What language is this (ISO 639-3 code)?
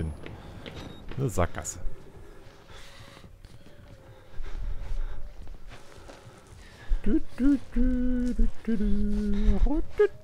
deu